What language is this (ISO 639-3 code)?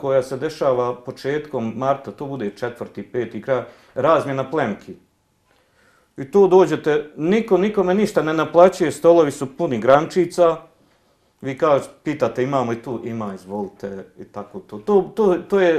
bos